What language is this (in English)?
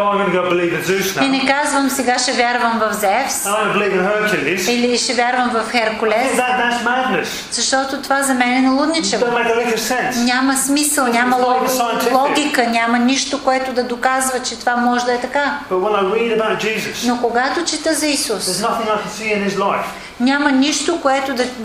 Bulgarian